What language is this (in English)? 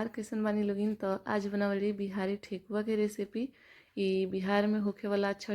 Bhojpuri